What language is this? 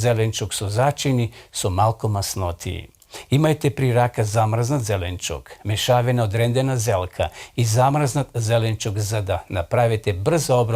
Macedonian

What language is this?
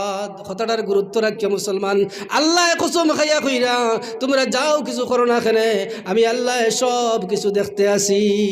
Sylheti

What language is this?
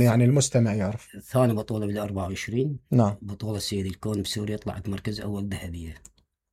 Mesopotamian Arabic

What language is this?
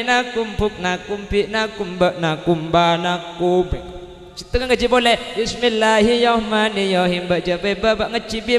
Madurese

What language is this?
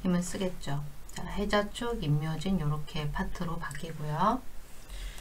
Korean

